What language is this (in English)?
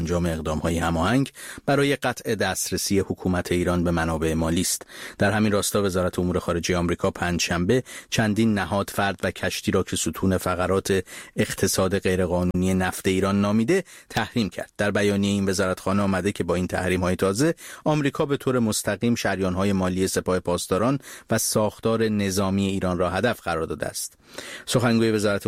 Persian